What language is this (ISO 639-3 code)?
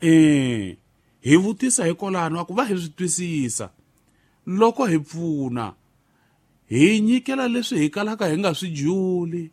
tso